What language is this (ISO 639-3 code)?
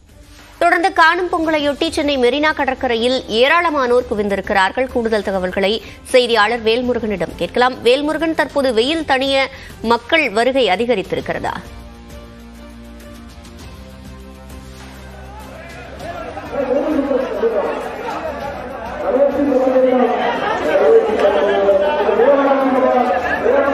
tam